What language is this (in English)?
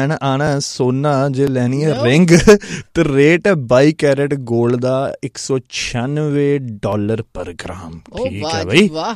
Punjabi